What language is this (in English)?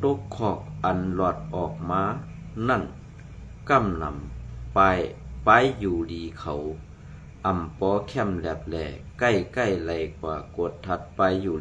Shan